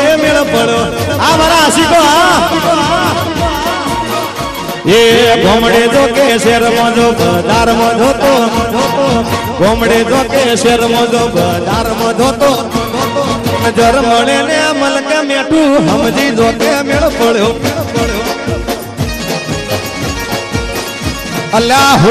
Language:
Gujarati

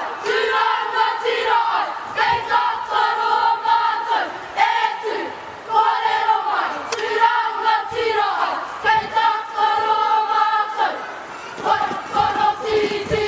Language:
Māori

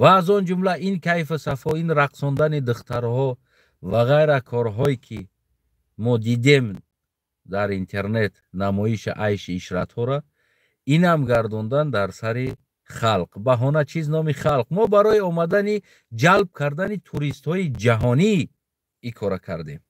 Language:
Tajik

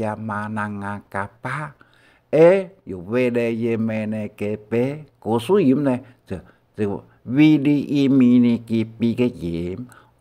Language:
Hakka Chinese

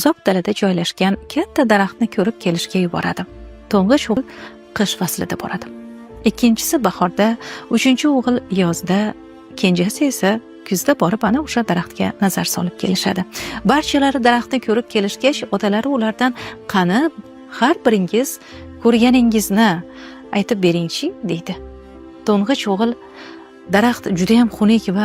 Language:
Uzbek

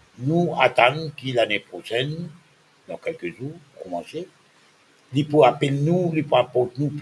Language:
Morisyen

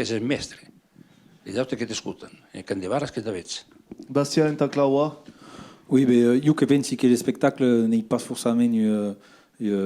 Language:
Occitan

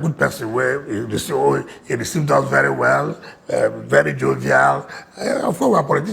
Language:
Nigerian Pidgin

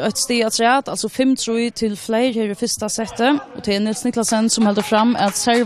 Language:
Faroese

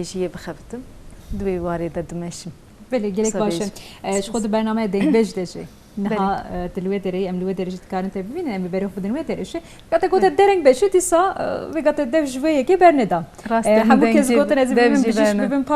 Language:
Kurdish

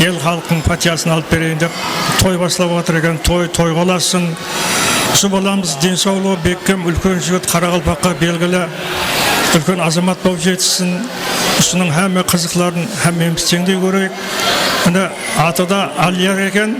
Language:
Kara-Kalpak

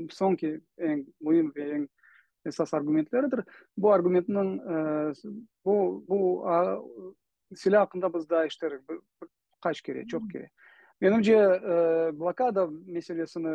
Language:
Crimean Tatar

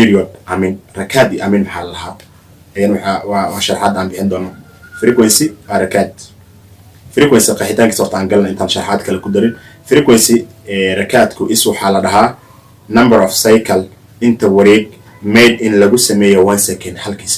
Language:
Somali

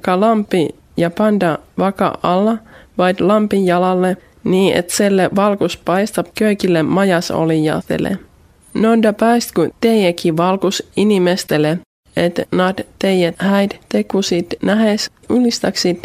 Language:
Estonian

